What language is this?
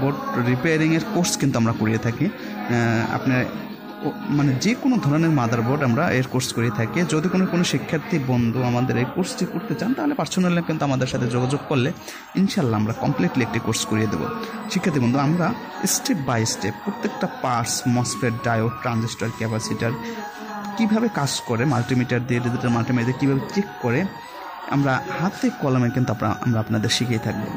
Bangla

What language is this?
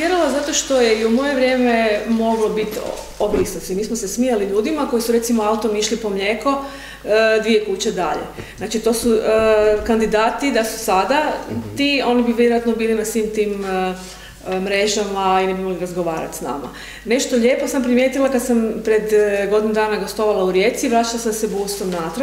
Croatian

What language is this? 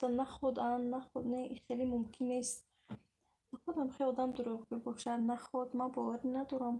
Tajik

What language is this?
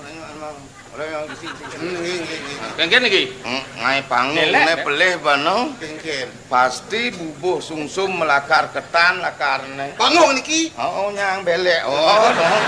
Balinese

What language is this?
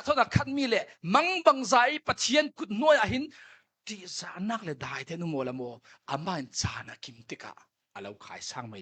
Falam Chin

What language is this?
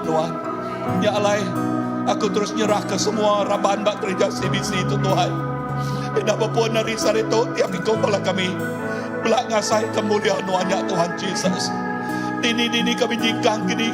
Iban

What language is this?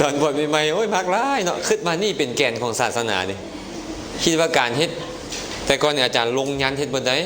Lao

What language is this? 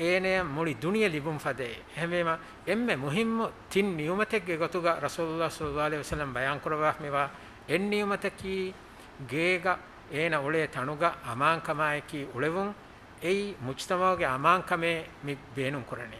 Divehi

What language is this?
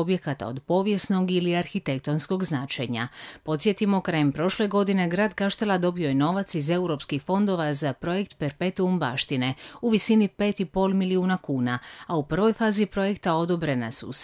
Croatian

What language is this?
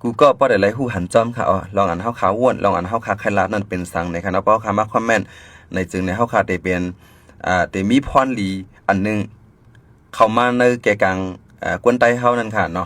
Shan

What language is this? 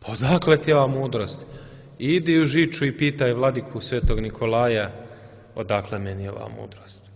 Serbian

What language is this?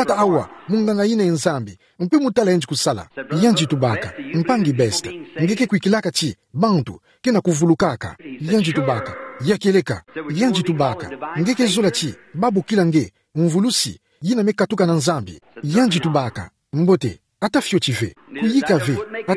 Kituba (Democratic Republic of Congo)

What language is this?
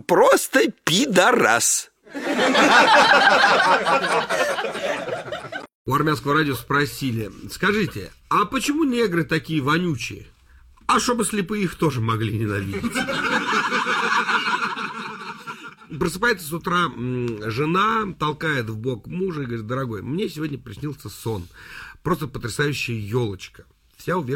Russian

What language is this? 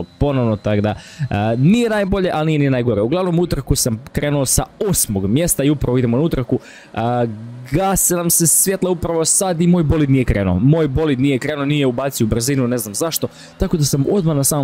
Croatian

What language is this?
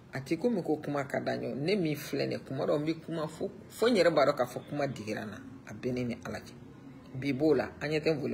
Bambara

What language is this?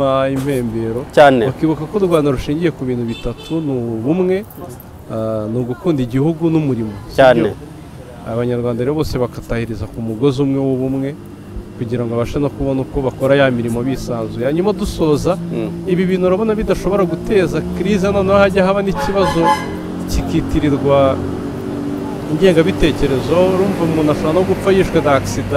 Kinyarwanda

